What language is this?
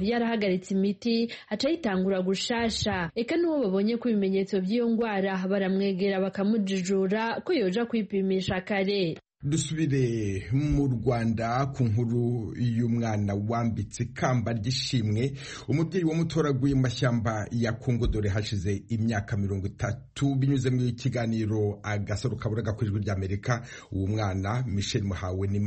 Kinyarwanda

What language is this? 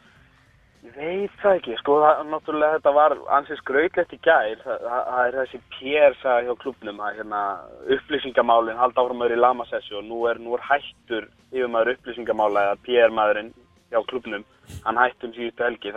Icelandic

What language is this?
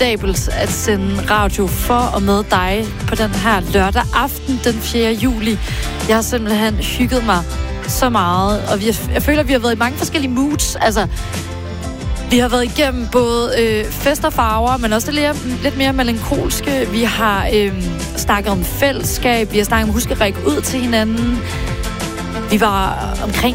Danish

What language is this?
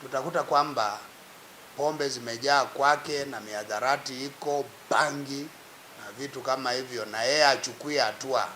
Meru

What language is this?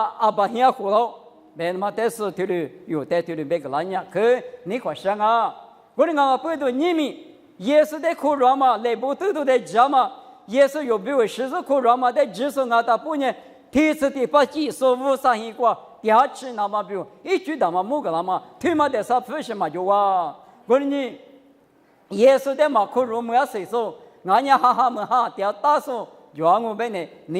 Lisu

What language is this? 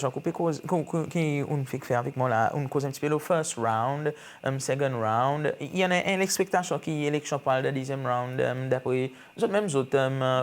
Seselwa Creole French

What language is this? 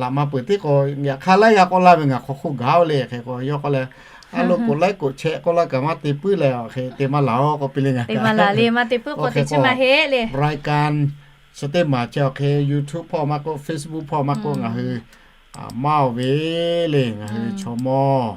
Lahu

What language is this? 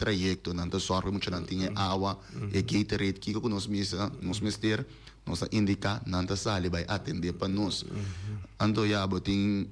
Papiamento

